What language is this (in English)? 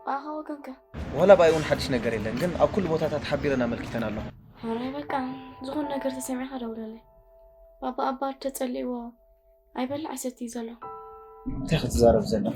Tigrinya